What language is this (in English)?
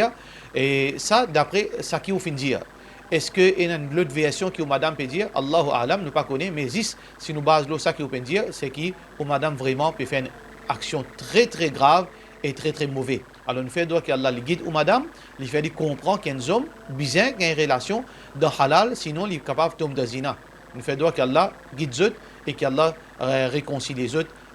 Morisyen